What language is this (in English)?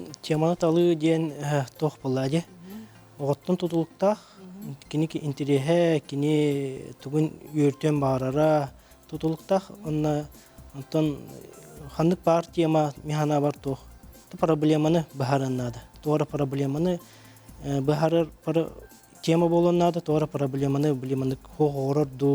Yakut